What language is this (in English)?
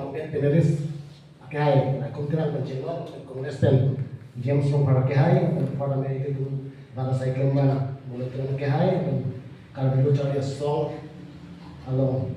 Karbi